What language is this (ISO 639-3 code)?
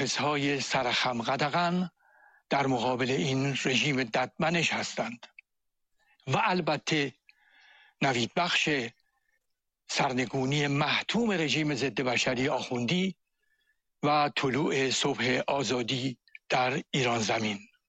fas